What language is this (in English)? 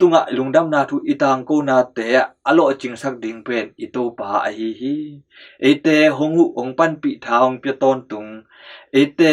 Tedim Chin